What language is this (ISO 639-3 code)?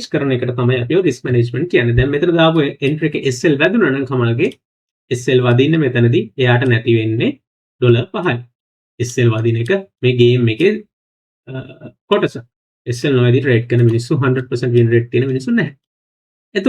sin